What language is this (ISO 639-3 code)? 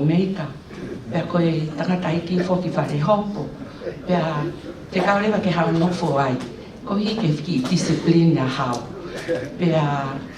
ton